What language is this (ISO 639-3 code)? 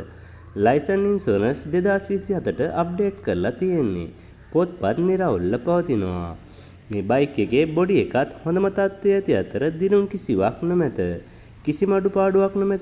sin